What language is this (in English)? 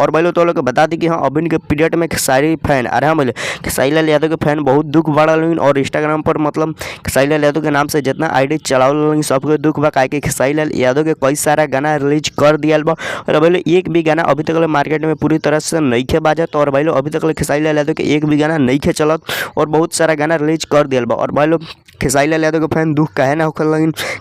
Bhojpuri